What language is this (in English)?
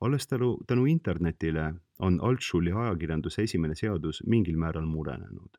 Estonian